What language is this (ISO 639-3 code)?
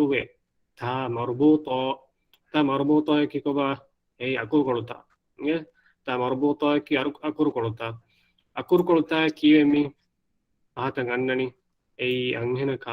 div